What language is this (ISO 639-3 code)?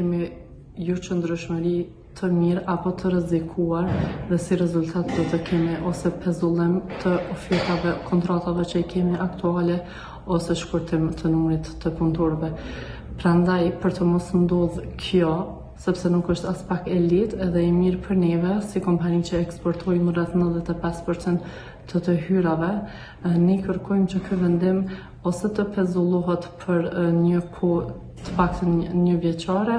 sqi